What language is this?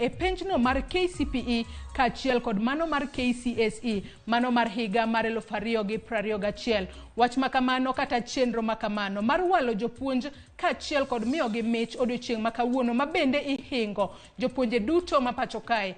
Luo (Kenya and Tanzania)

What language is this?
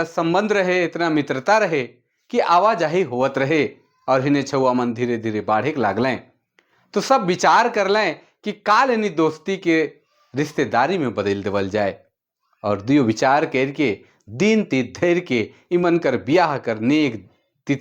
Sadri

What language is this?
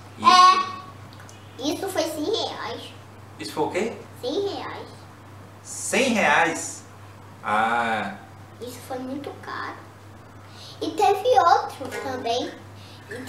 Portuguese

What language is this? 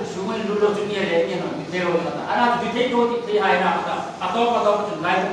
Hmar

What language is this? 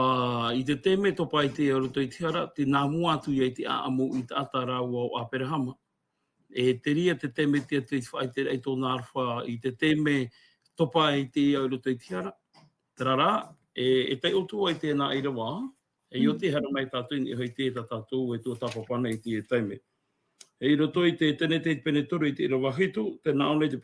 Tahitian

